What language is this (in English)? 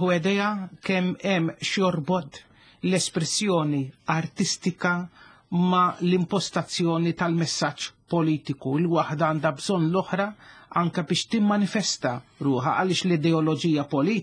Maltese